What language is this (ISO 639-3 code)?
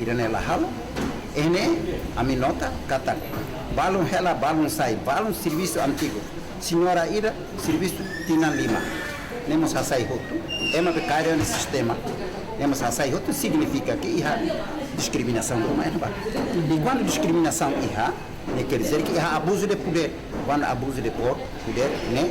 tet